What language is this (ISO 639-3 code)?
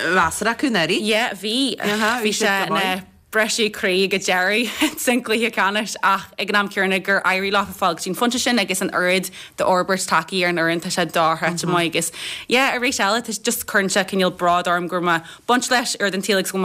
gle